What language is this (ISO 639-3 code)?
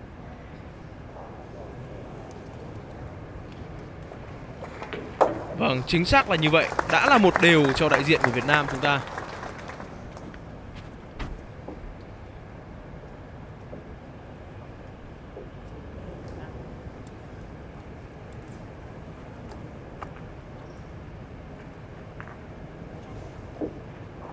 vie